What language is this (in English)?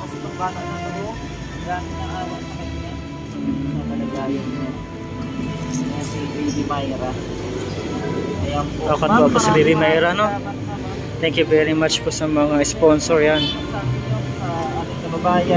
Filipino